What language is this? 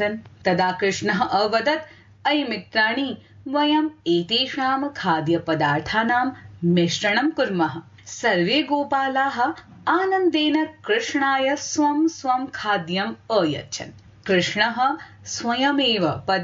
Sanskrit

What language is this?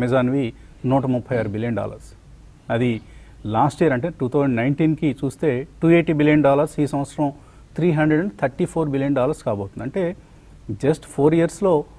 Telugu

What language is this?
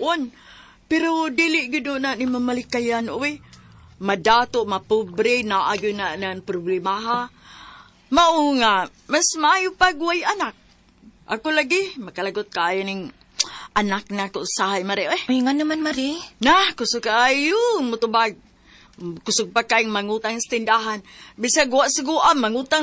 Cebuano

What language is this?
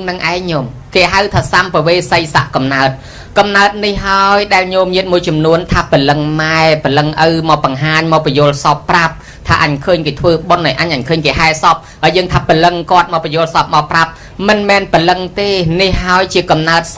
Khmer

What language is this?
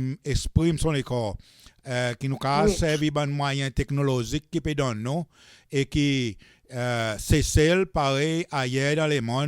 Seselwa Creole French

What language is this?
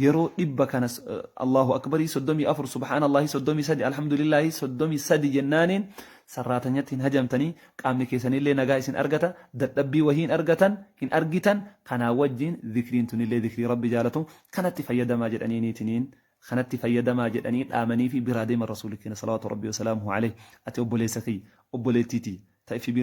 Oromo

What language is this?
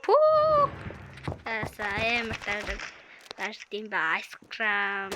Mongolian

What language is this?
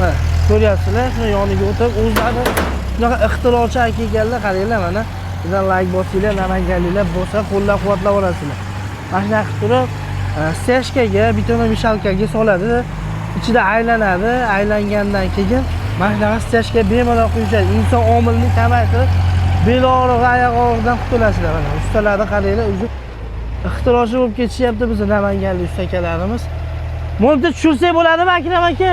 Uzbek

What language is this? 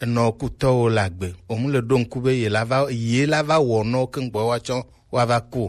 Gen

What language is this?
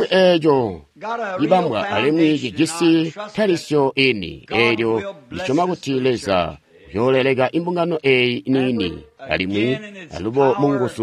Tonga (Zambia)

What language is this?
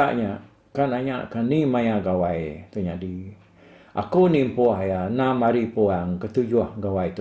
Iban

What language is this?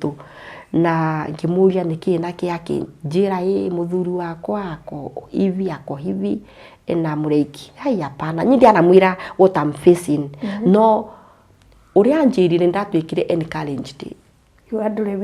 Kikuyu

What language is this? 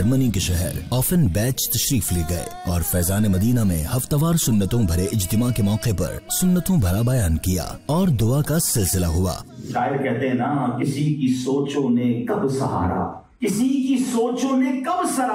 Urdu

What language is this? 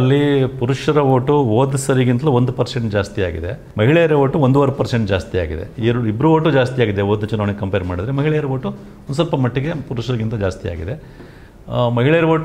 Kannada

